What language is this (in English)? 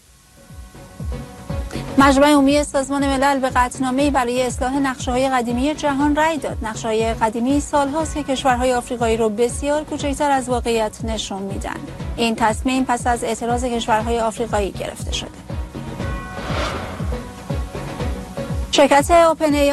Persian